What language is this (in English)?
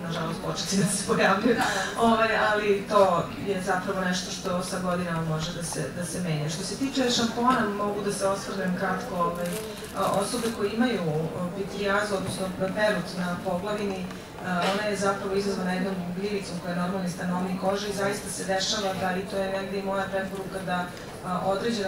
Serbian